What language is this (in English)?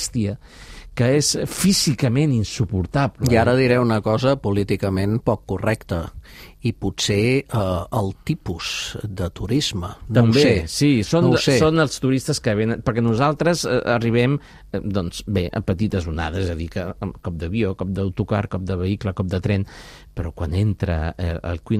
Catalan